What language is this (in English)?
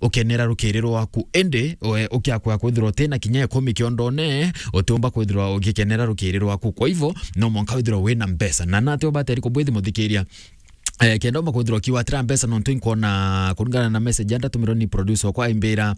Meru